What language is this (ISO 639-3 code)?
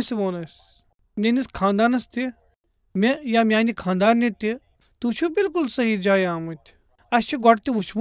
kas